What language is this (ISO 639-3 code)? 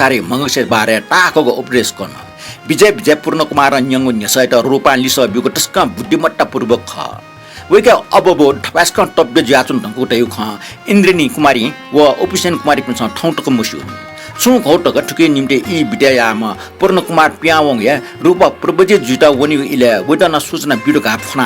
new